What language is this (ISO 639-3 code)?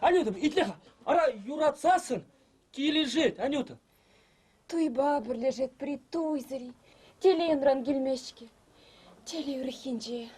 chv